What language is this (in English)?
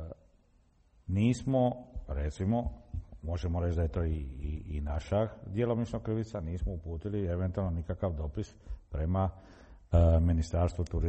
Croatian